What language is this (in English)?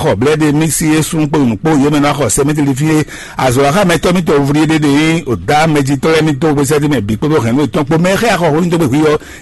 Fon